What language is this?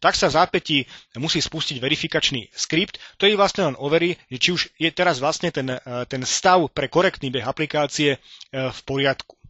Slovak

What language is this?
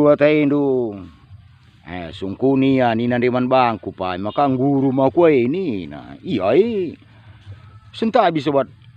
Batak Karo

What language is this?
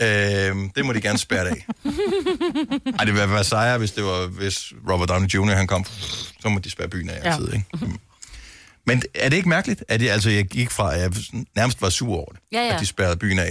Danish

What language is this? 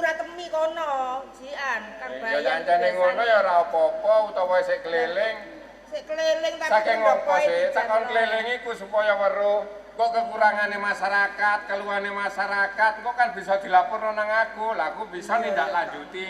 Javanese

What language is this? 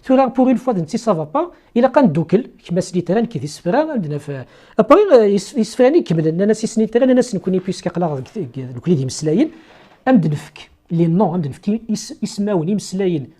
Kabyle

